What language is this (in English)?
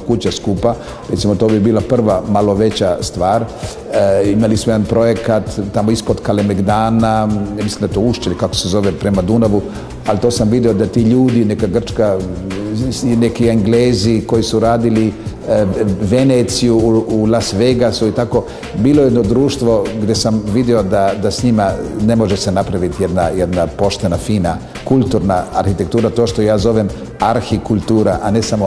Serbian